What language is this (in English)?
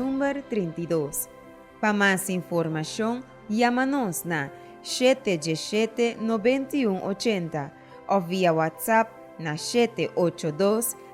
Papiamento